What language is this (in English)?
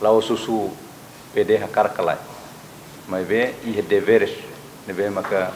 Tetum